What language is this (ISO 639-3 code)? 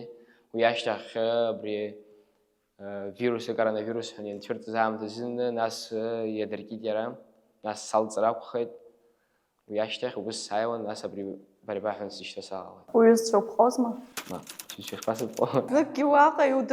abk